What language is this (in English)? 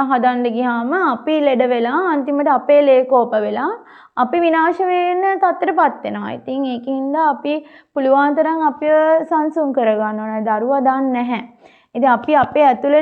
Sinhala